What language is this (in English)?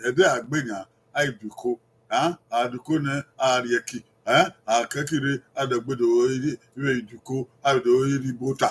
Bini